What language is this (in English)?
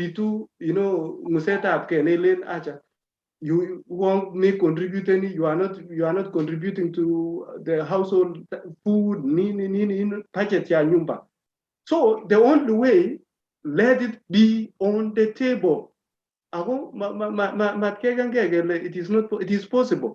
Kalenjin